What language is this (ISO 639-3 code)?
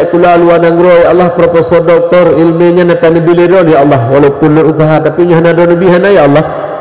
ace